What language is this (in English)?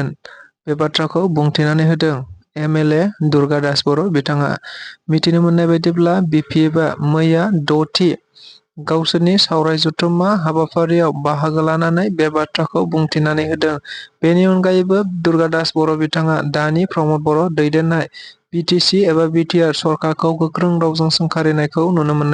Bodo